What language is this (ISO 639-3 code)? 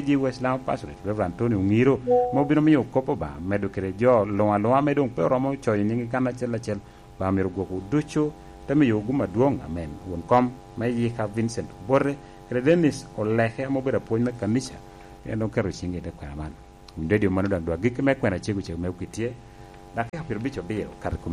laj